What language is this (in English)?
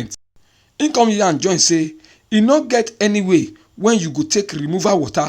Nigerian Pidgin